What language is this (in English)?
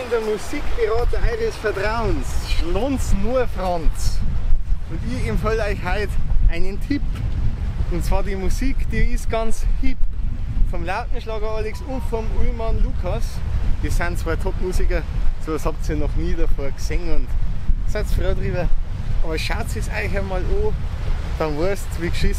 Bavarian